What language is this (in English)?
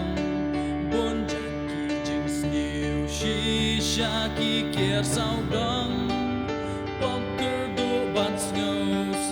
Khasi